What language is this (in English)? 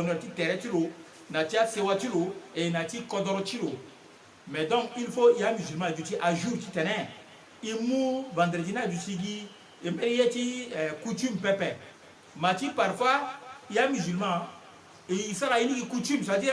Sango